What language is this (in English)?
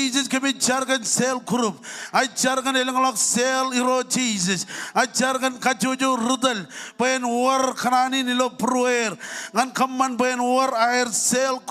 Marshallese